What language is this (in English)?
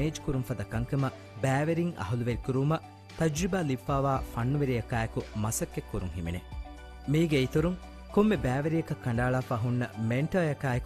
Divehi